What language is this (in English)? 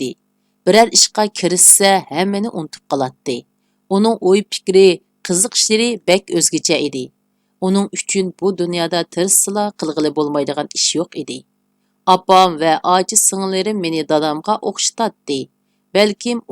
Uyghur